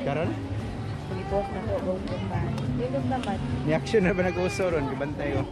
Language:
Cebuano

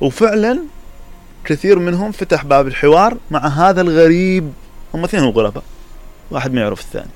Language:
Mesopotamian Arabic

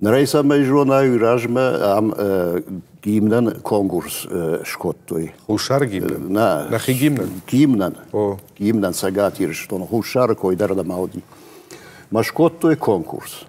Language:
Ossetic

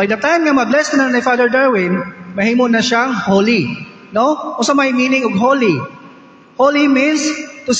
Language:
Cebuano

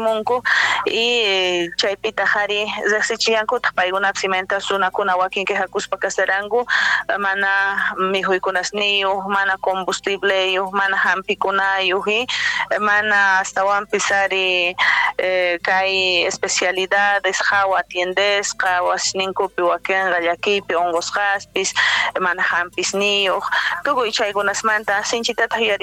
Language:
Quechua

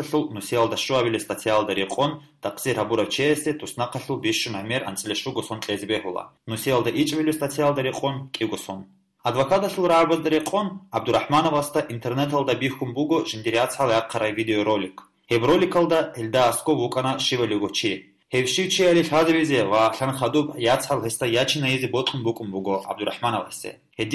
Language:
Avaric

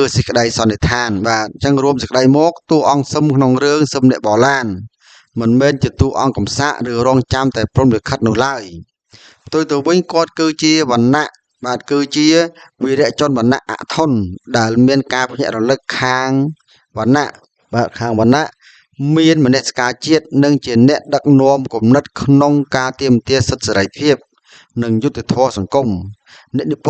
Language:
Khmer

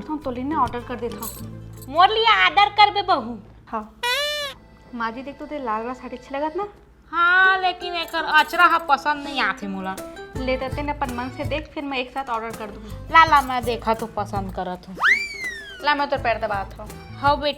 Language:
Chhattisgarhi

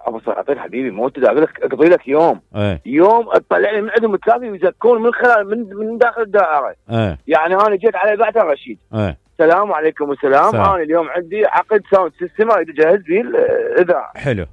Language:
Mesopotamian Arabic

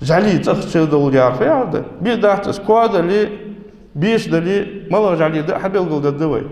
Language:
Ingush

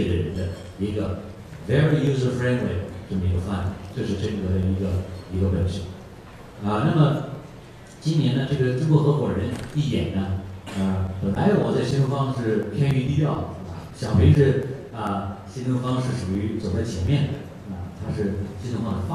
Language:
Chinese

